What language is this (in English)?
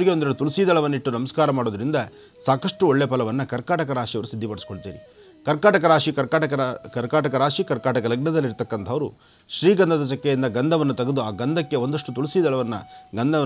Kannada